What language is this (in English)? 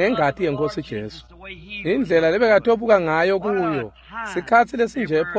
Swati